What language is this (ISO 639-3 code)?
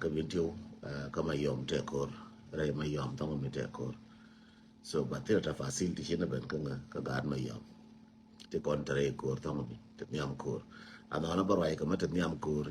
nus